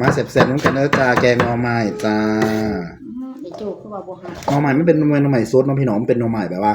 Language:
Northeastern Thai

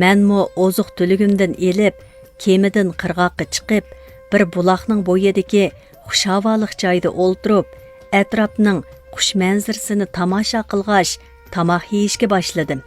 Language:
Uyghur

